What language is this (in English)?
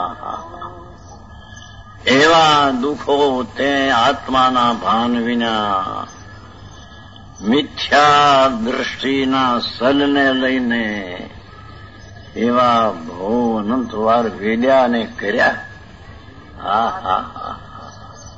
Gujarati